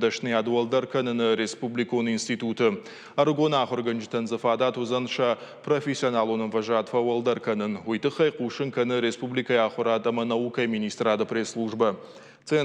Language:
Ossetic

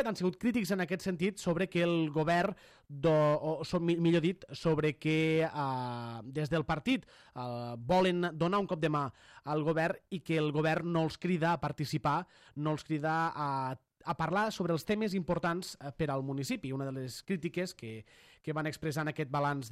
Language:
Catalan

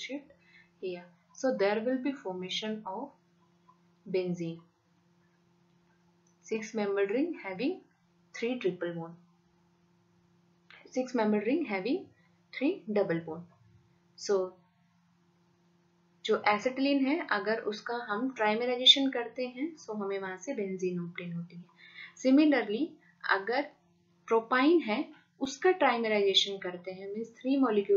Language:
Hindi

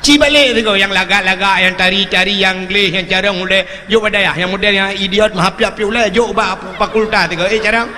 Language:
Achinese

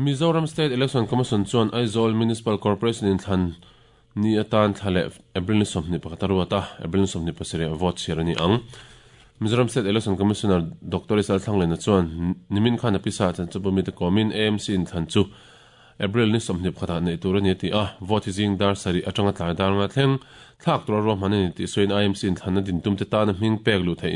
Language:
Mizo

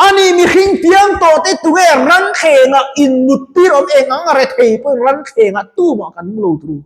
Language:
Mizo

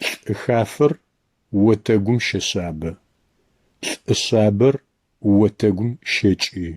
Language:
Adyghe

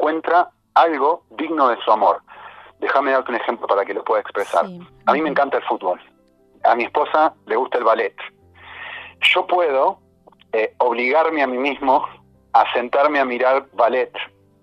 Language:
Spanish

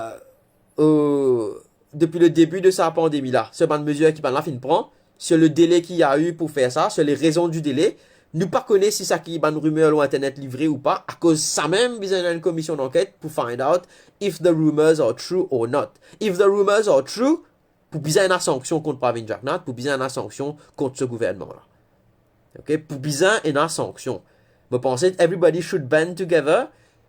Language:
Morisyen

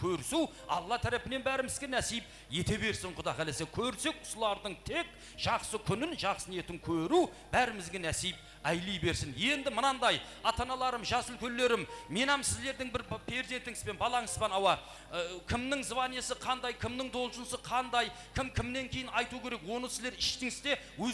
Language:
Kara-Kalpak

